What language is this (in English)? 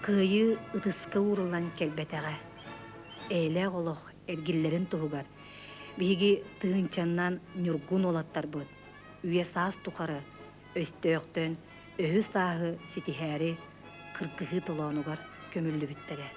Yakut